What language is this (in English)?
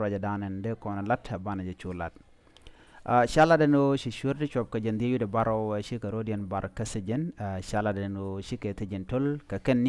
Nuer